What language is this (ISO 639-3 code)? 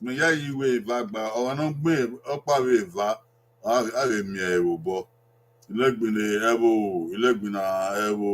bin